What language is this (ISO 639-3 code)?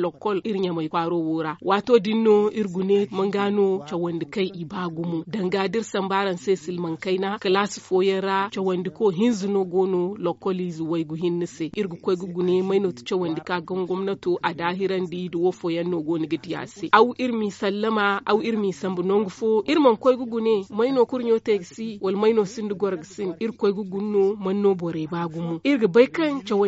dje